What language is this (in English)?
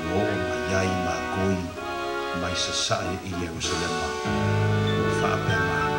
Samoan